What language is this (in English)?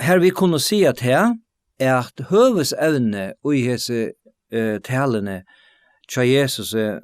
Faroese